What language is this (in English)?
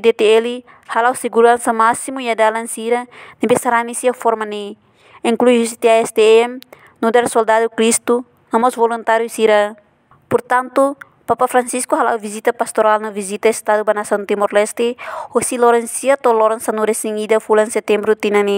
Tetum